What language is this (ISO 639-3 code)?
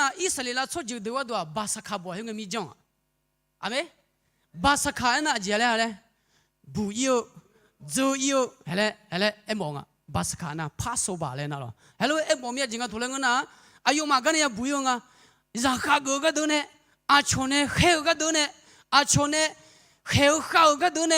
ahk